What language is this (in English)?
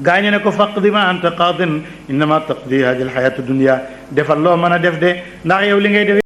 Wolof